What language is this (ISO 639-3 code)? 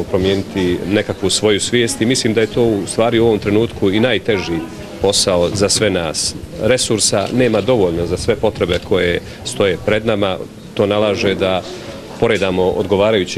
bos